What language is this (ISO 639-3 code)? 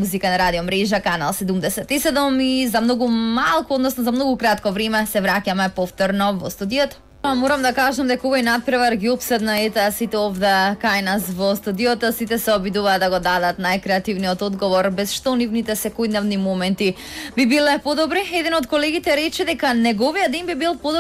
mkd